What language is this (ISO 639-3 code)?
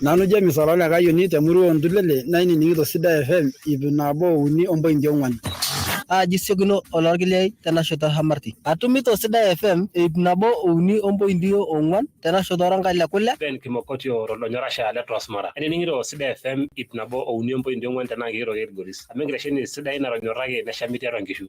mas